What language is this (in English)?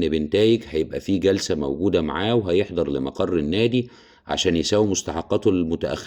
Egyptian Arabic